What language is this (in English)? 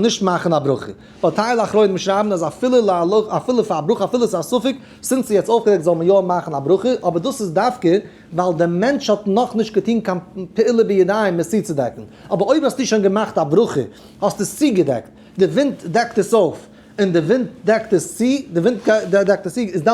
Yiddish